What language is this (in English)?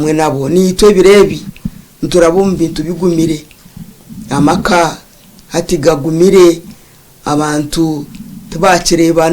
Nyankole